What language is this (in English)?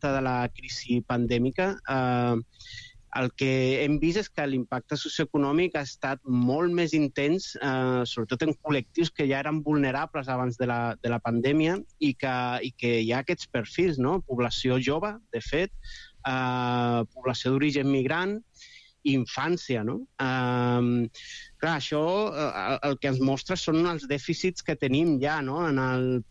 Catalan